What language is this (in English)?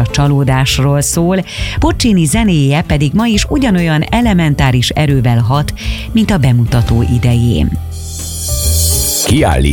Hungarian